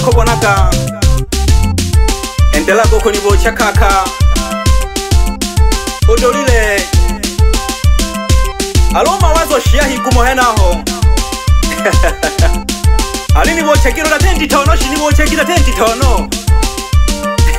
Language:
Swahili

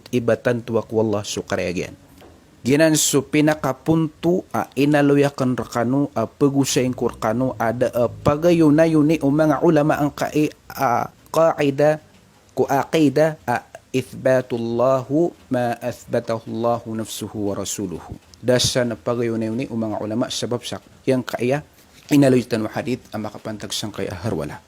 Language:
Maranao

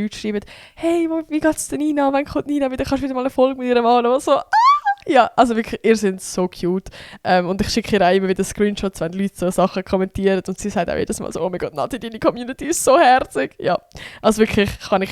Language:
Swiss German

